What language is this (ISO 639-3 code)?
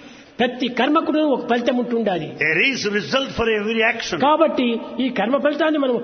tel